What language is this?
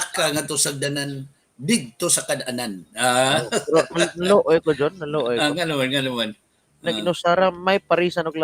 Cebuano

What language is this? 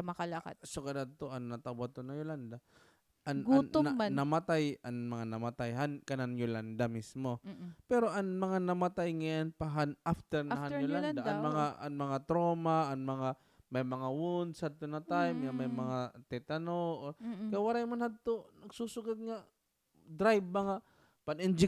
Waray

